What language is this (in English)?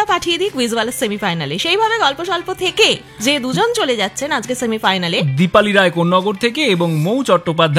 Bangla